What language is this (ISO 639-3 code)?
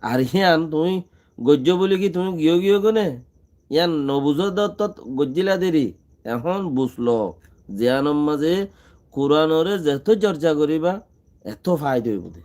rhg